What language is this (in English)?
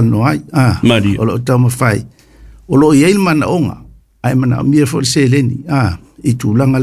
Samoan